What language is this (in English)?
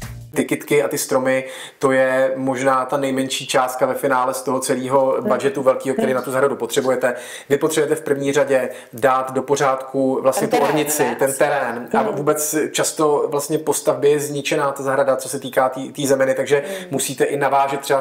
Czech